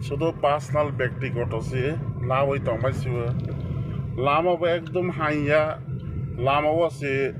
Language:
Kok Borok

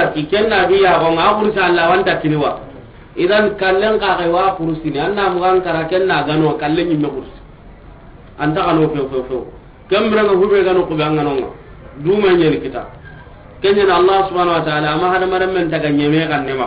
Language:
Soninke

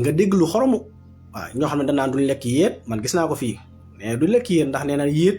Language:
Wolof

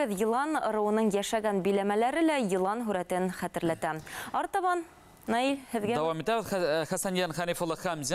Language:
Bashkir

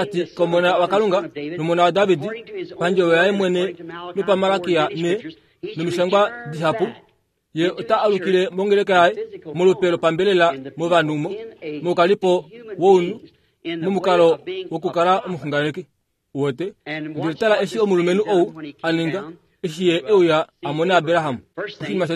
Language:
Kuanyama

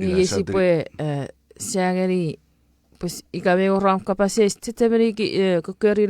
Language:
Chuukese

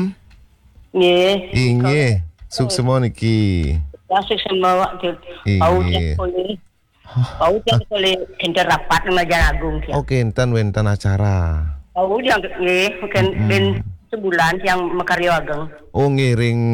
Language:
Balinese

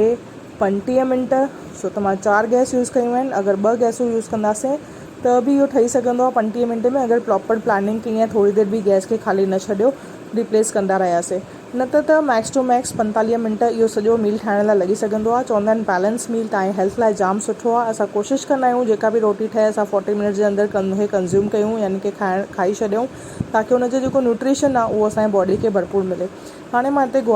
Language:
Sindhi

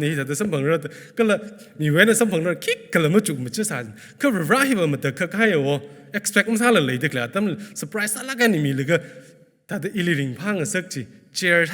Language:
Tangkhul Naga (India)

